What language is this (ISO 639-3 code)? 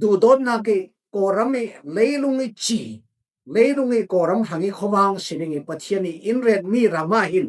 cfm